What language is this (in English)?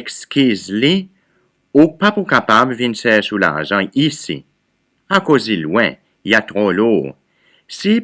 Seselwa Creole French